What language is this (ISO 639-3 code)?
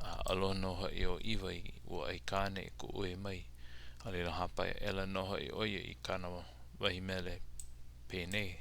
haw